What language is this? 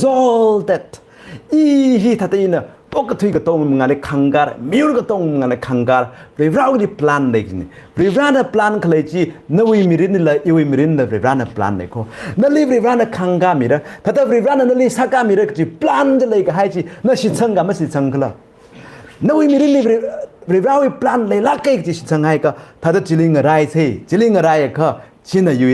Tangkhul Naga (India)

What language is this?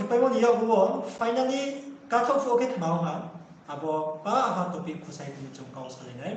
Riang (India)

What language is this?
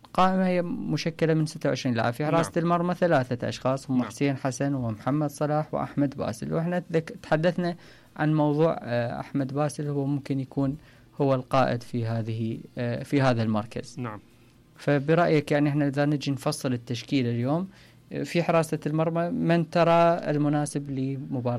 Mesopotamian Arabic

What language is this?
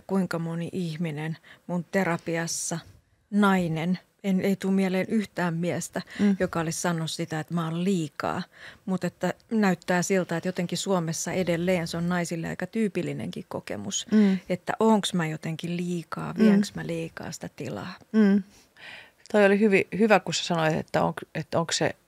Finnish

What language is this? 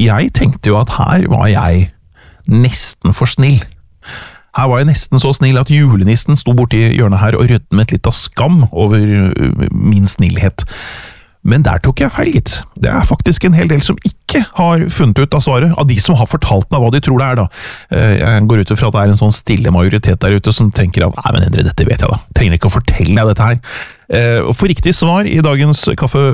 Norwegian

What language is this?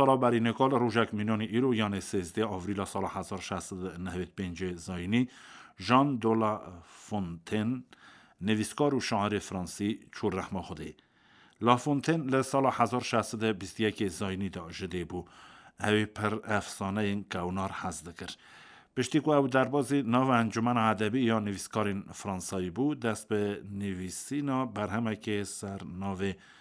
Kurdish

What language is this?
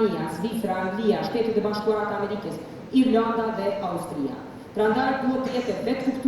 Albanian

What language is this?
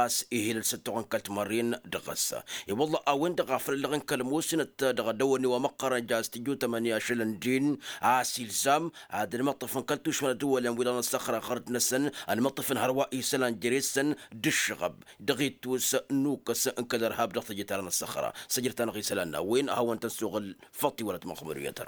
Tamasheq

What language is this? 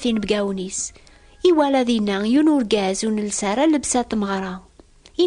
Kabyle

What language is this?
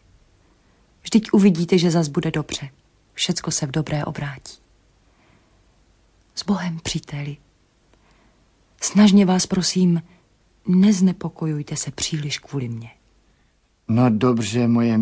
Czech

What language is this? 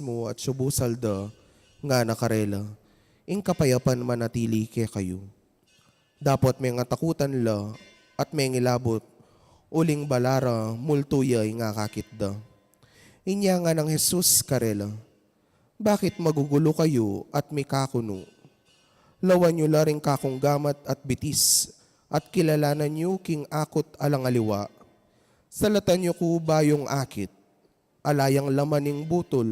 Pampanga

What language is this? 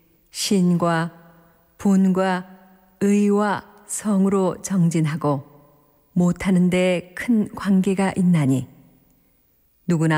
Korean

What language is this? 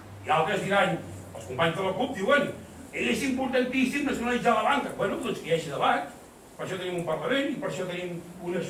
Catalan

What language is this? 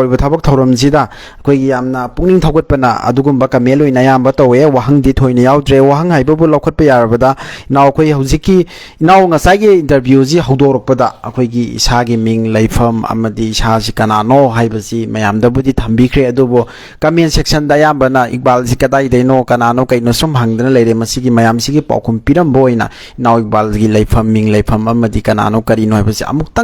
Manipuri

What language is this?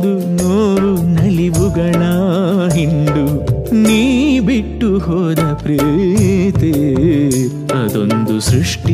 Kannada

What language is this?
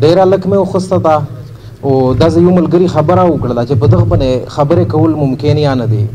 Pashto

